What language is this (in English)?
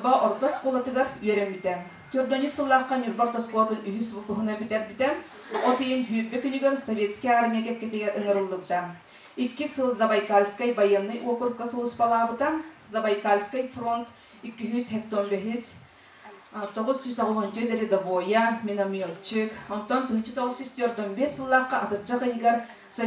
Yakut